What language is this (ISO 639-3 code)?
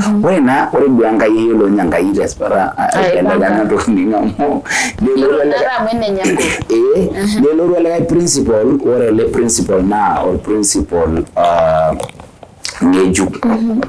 mas